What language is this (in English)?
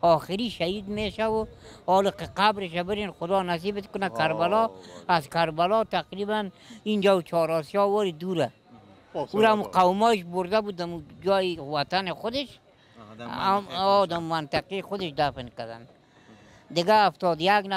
Persian